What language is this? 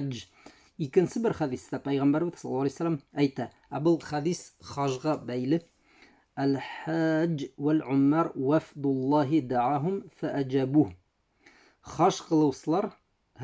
Bashkir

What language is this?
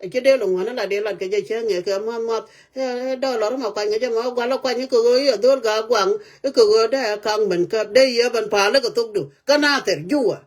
Nuer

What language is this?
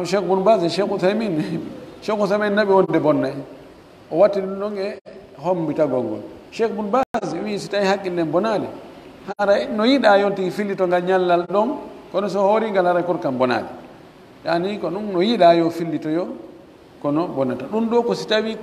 Pular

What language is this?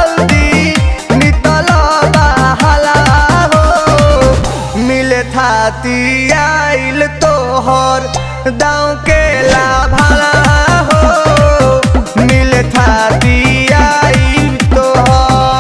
Bhojpuri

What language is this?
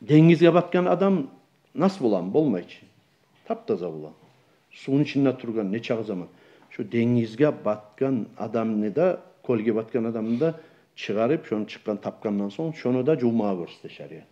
Kumyk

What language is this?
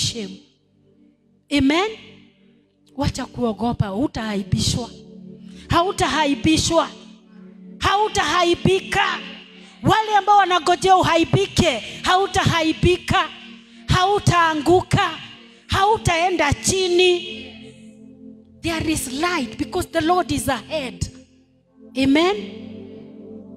Swahili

